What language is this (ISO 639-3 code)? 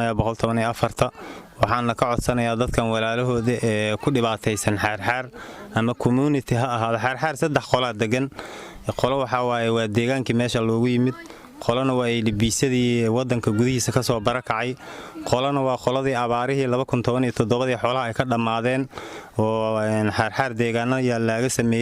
som